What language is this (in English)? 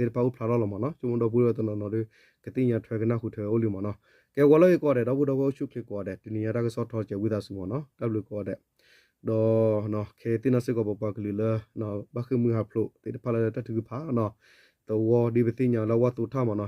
S'gaw Karen